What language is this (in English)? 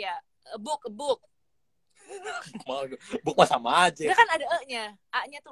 Indonesian